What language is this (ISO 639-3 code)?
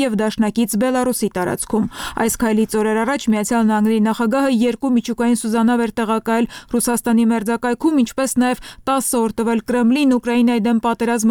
hye